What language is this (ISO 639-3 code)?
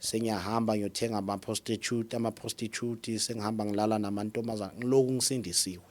zul